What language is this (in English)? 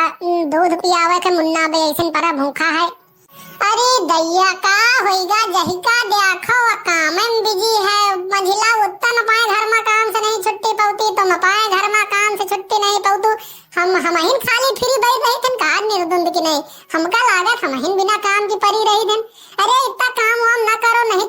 Awadhi